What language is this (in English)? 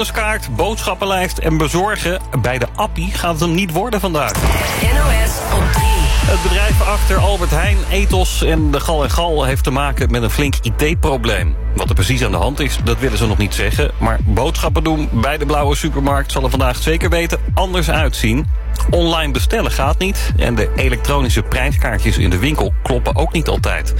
Dutch